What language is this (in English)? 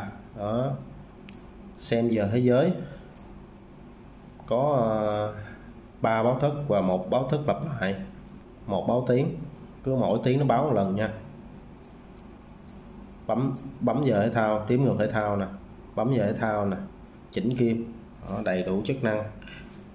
Vietnamese